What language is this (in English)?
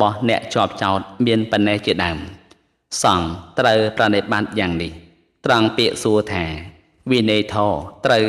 Khmer